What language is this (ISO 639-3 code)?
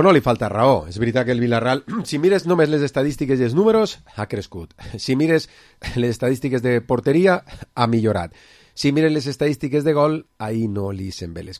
cat